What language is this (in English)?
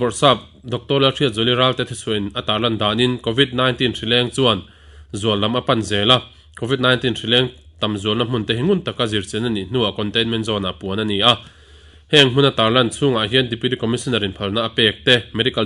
Mizo